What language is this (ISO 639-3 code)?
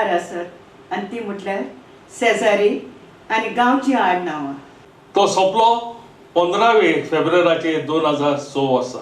kok